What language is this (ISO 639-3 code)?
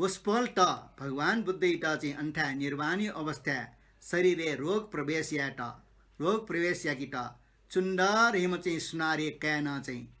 new